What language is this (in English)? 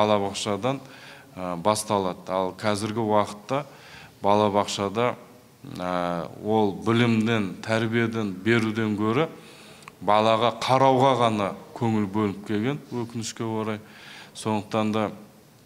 Kazakh